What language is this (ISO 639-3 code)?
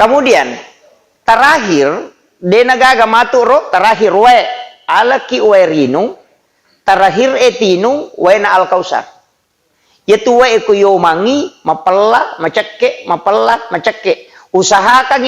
bug